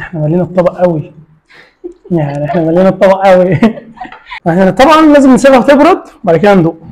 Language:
Egyptian Arabic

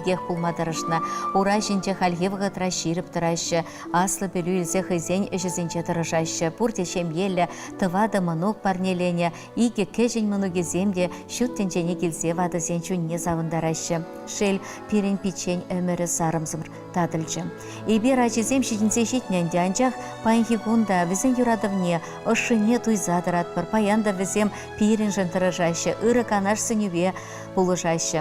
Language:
Chuvash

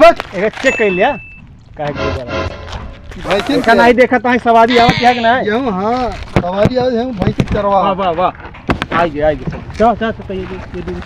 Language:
Awadhi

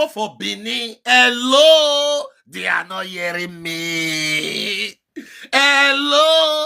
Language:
Nigerian Pidgin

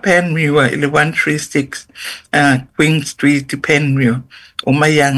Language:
Samoan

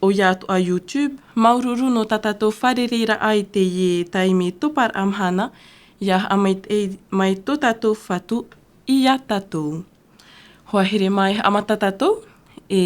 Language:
Tahitian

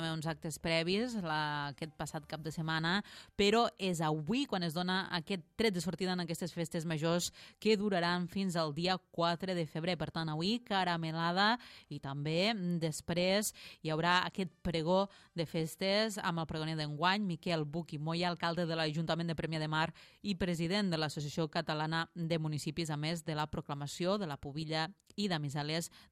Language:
Catalan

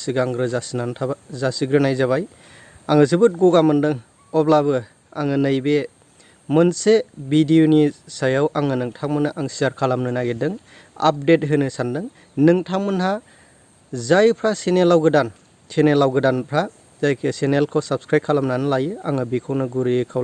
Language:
Bodo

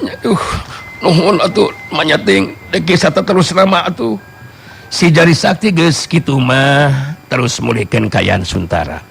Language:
Sundanese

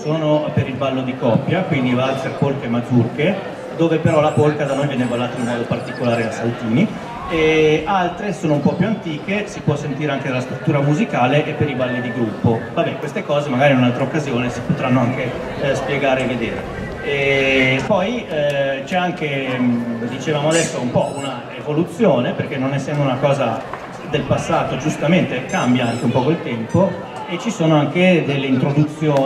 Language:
Italian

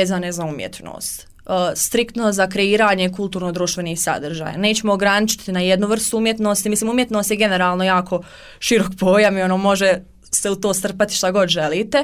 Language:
Bosnian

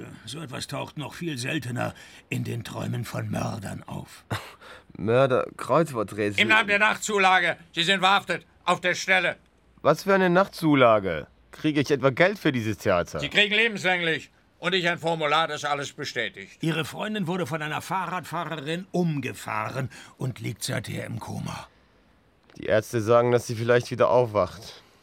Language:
German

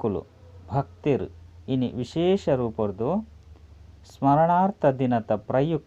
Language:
Tulu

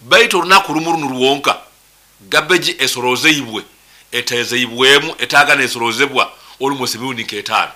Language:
Nyoro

